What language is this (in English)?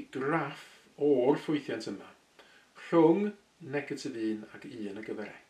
Welsh